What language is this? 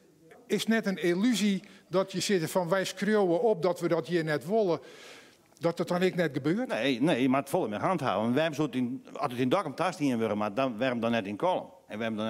Western Frisian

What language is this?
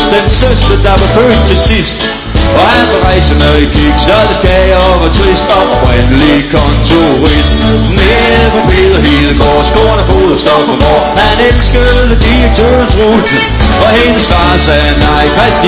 Danish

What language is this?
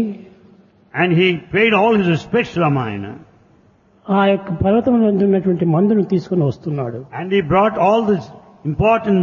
Telugu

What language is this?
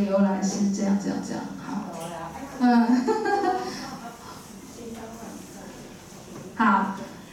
Chinese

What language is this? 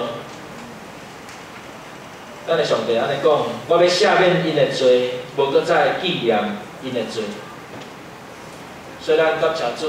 Min Nan Chinese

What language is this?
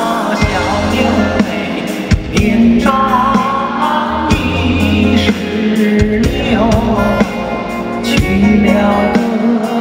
Chinese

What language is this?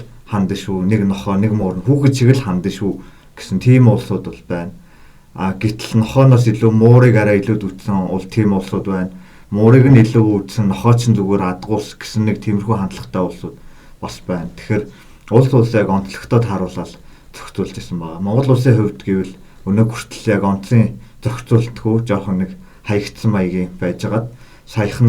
Mongolian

